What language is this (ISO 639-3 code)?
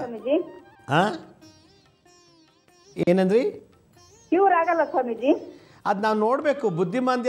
kan